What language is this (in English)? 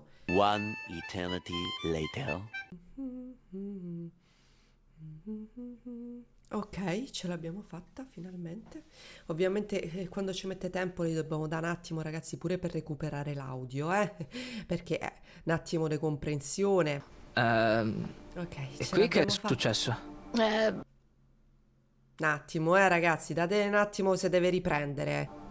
Italian